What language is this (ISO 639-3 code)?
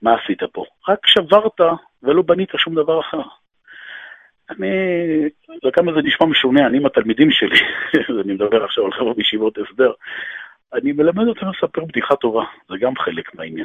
heb